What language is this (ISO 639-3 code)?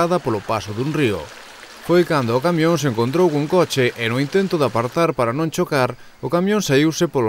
glg